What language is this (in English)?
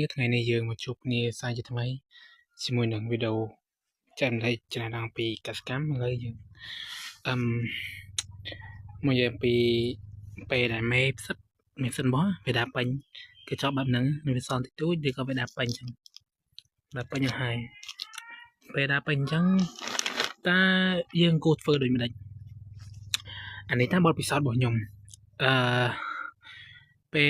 Khmer